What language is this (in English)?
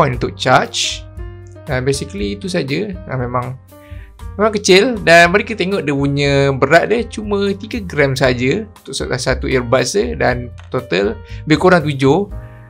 Malay